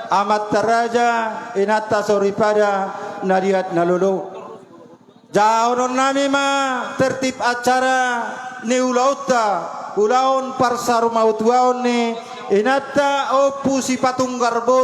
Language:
Batak Toba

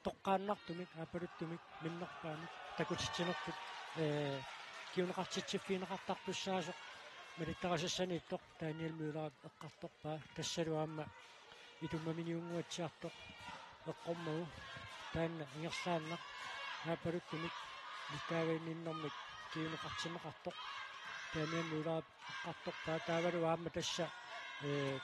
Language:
Kalaallisut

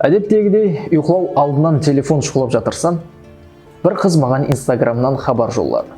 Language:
Kara-Kalpak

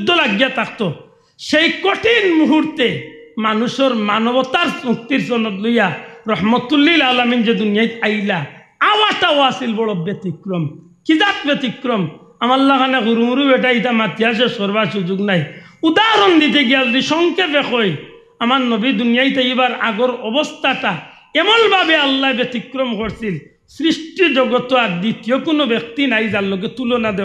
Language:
Sylheti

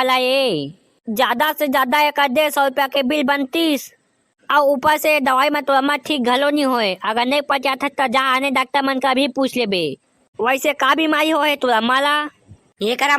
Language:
Chhattisgarhi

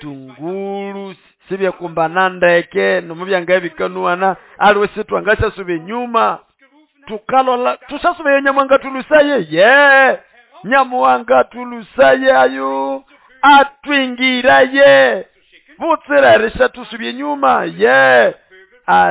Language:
Nande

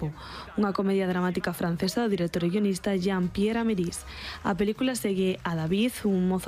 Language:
Galician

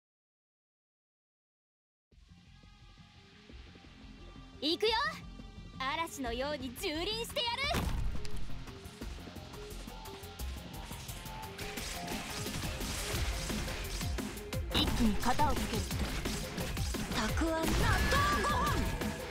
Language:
Japanese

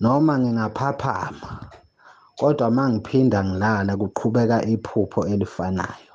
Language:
Zulu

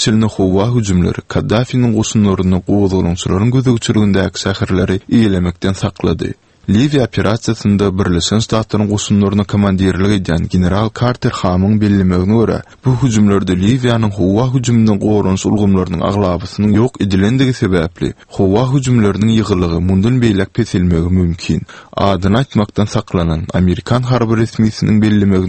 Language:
Turkmen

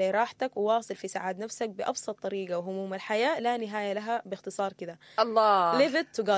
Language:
Sudanese Arabic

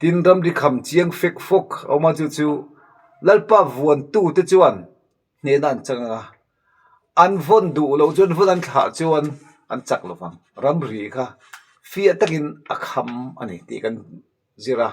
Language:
Mizo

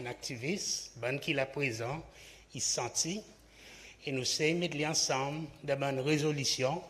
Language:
Seselwa Creole French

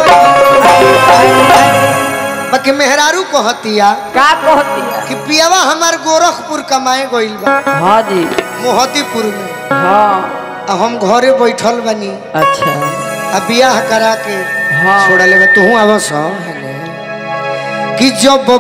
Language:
Bhojpuri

